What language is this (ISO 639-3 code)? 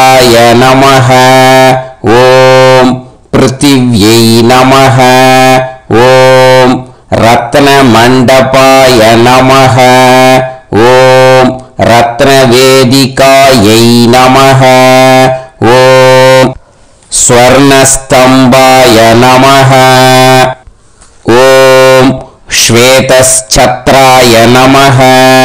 tam